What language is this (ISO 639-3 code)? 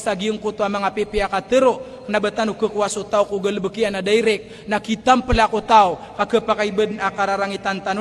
mrw